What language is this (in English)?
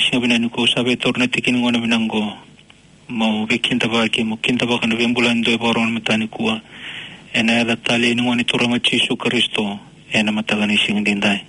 Fijian